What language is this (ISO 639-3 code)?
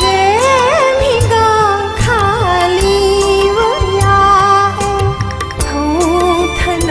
new